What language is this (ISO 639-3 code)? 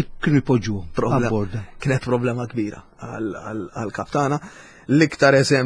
mlt